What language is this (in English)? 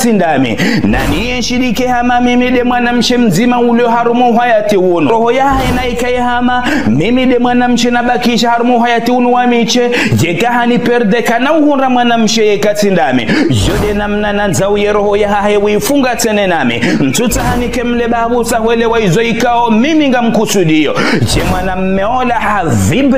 Ngazidja Comorian